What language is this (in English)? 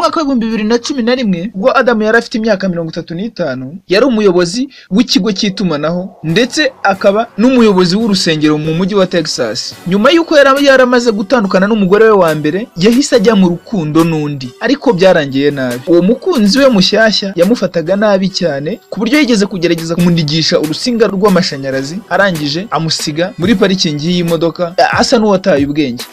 Kinyarwanda